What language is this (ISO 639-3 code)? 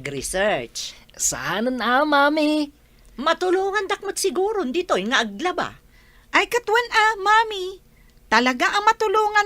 ilo